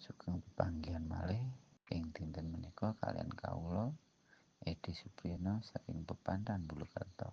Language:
Javanese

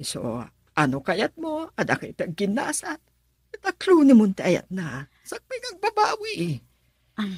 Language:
Iloko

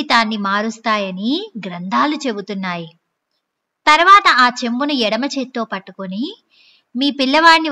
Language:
Telugu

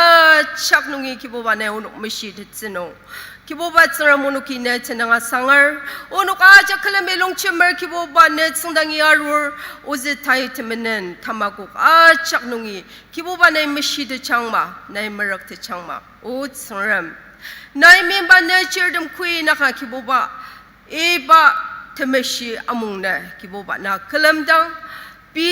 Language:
Ao Naga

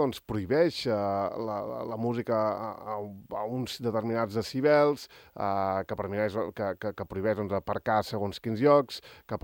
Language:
Catalan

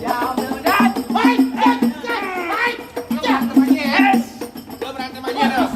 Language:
Betawi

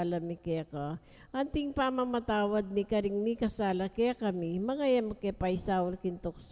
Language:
Pampanga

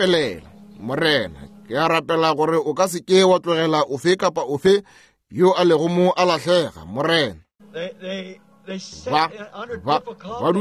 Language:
Northern Sotho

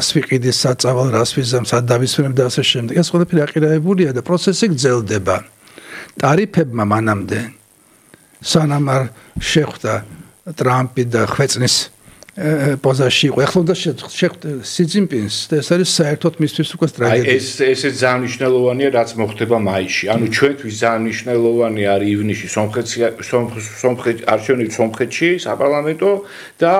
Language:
Georgian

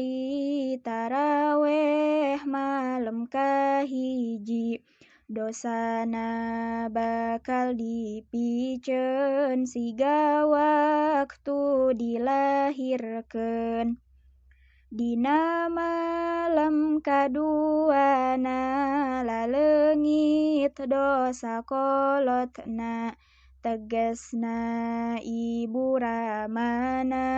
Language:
Sundanese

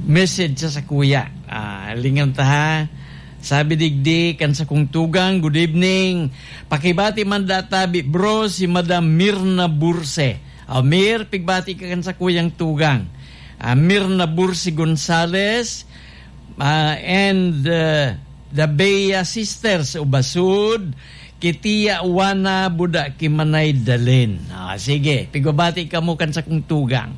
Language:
Bikol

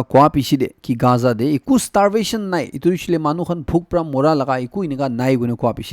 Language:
Naga Pidgin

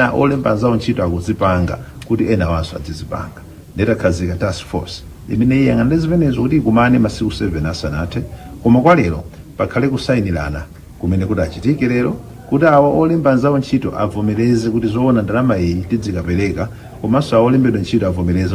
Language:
Nyanja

